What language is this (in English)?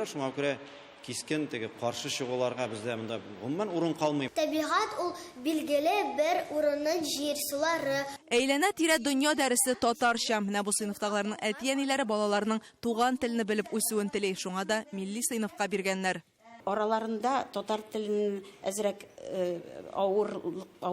Tatar